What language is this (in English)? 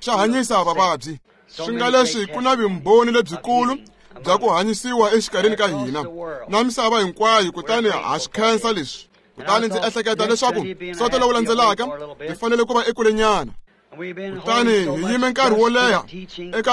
Tsonga